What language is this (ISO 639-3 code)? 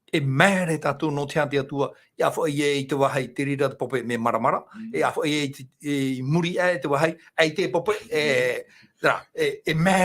tah